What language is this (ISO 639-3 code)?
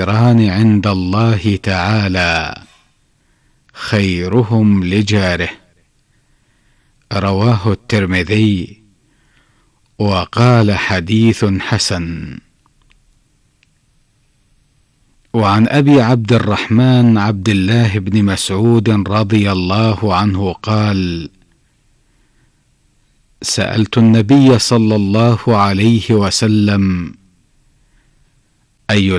ara